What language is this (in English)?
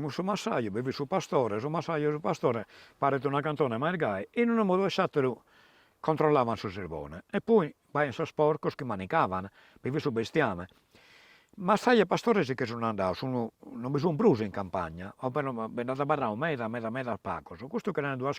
Sardinian